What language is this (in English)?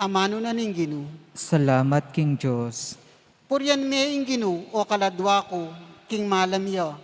Pampanga